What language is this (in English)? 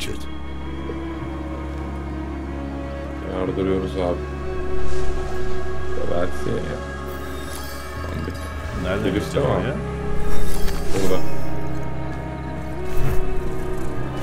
Turkish